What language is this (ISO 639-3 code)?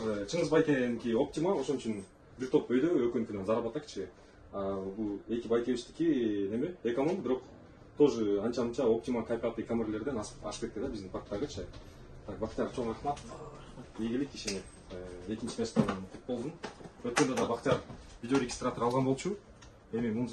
kir